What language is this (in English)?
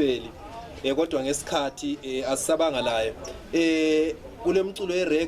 North Ndebele